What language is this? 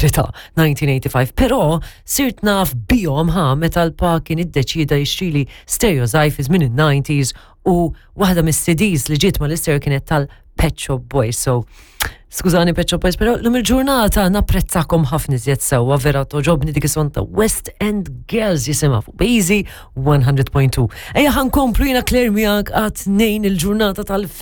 Maltese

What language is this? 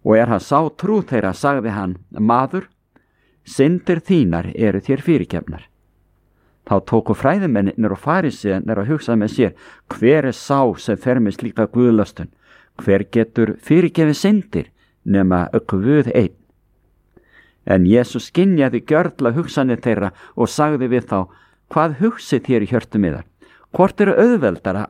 Icelandic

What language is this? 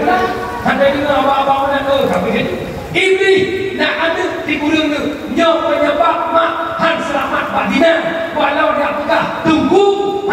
Achinese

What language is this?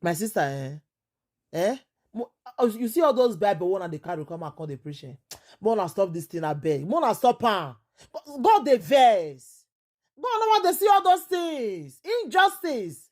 Nigerian Pidgin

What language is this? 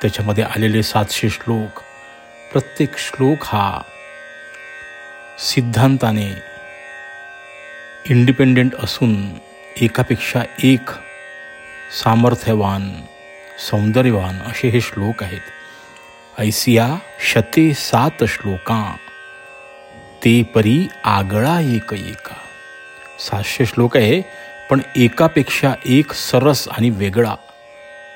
Marathi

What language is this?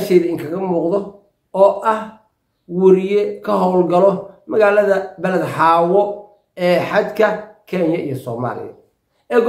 Somali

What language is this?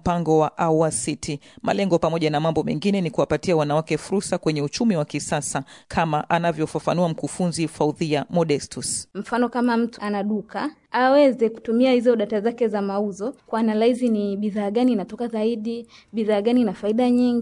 Swahili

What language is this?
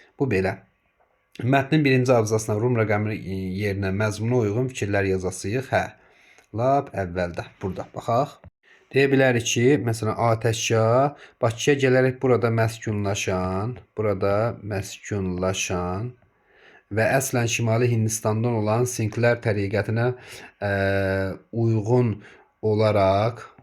Azerbaijani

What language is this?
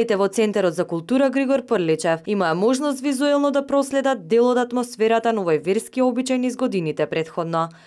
Macedonian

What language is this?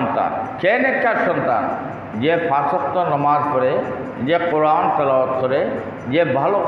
Bangla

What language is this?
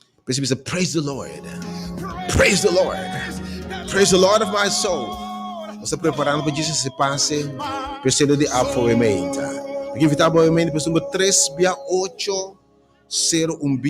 Papiamento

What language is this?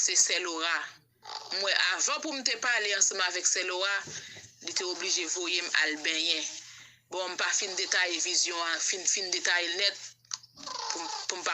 Haitian Creole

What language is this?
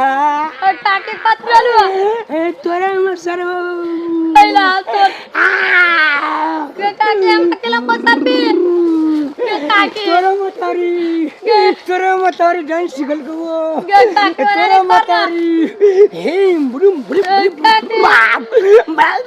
Maithili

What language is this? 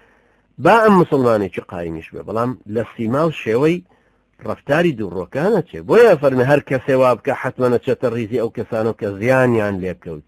Central Kurdish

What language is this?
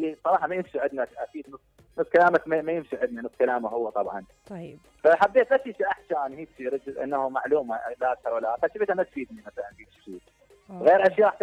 Mesopotamian Arabic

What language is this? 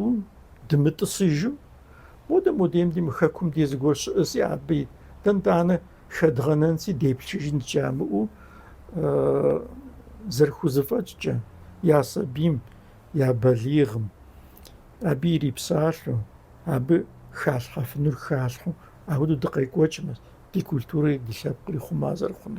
Kabardian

